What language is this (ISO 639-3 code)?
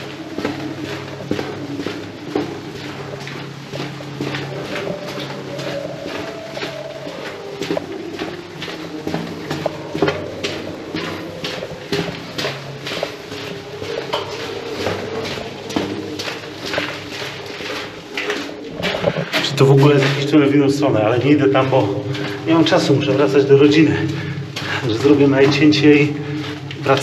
pol